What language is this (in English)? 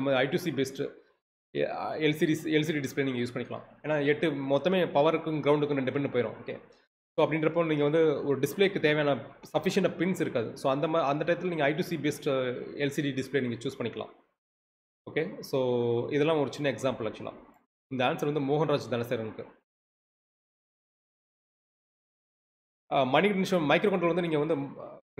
Tamil